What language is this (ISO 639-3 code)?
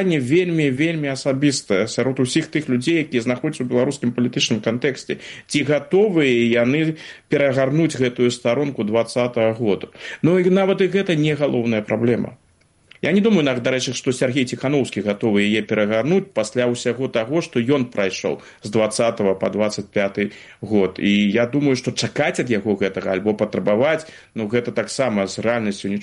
bel